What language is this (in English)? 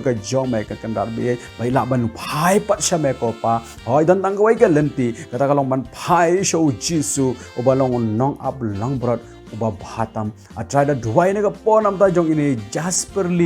Khasi